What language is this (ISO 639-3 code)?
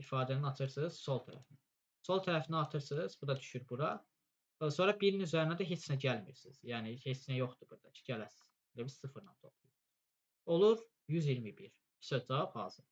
aze